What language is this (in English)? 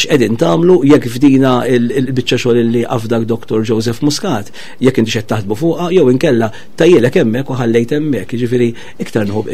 Maltese